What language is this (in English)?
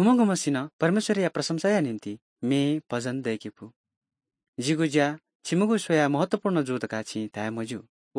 Newari